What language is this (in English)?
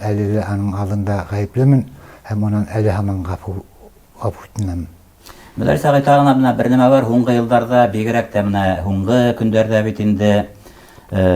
Bashkir